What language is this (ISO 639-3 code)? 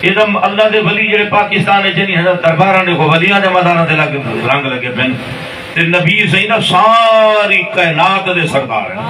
skr